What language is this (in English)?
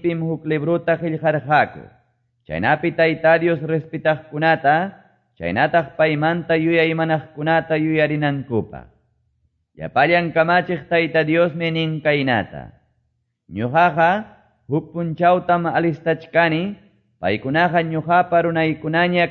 Quechua